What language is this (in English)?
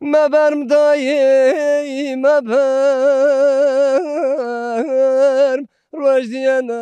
Zaza